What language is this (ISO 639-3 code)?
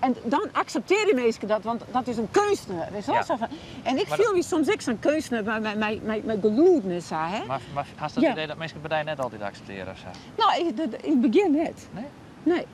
fry